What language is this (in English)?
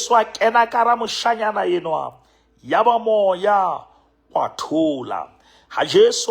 Southern Sotho